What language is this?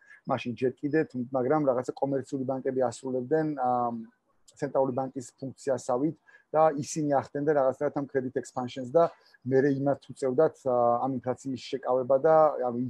Georgian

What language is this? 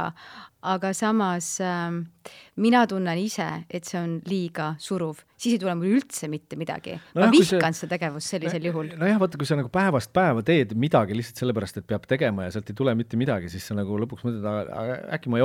Estonian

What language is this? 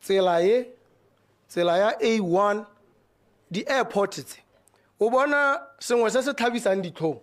Tswana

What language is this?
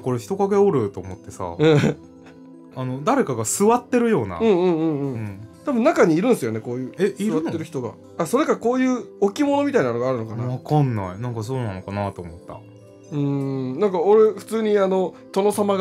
Japanese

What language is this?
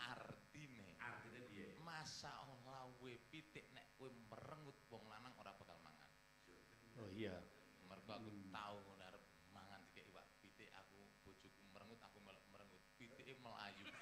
Javanese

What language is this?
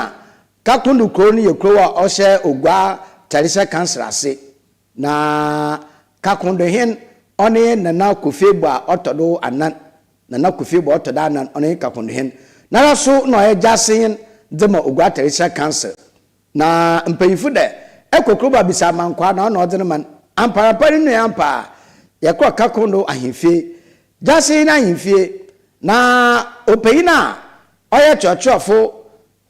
Akan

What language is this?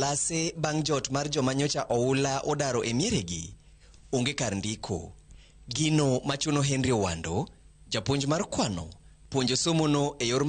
Luo (Kenya and Tanzania)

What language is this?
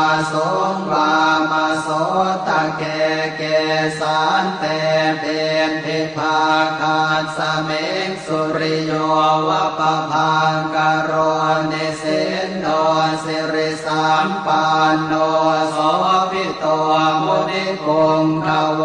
Pali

